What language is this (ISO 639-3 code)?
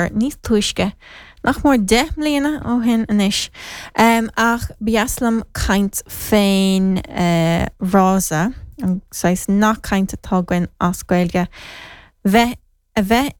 gle